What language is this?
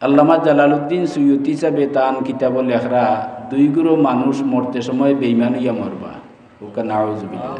Sylheti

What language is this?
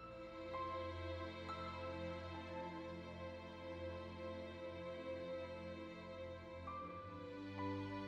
Chinese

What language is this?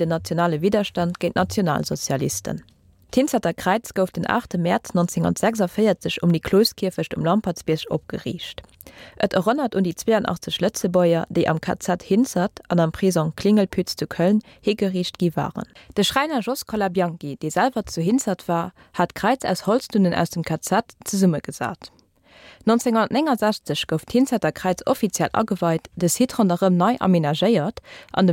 Luxembourgish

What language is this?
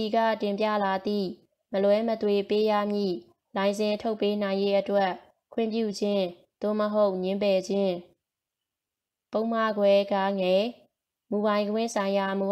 Burmese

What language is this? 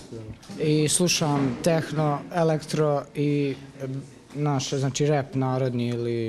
Bosnian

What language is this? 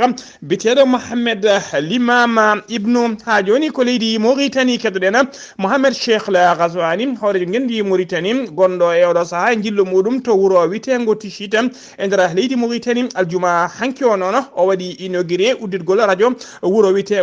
Fula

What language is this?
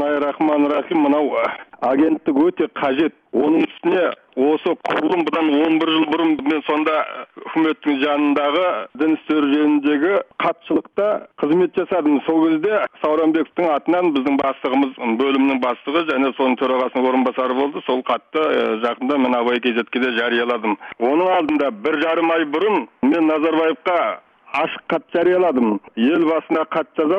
Kazakh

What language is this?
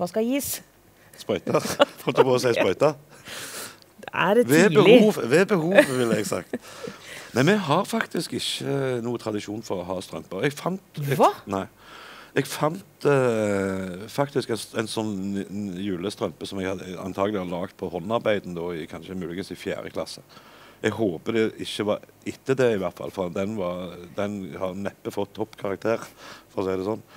Norwegian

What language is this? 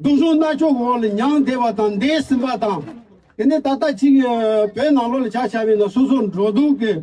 Tibetan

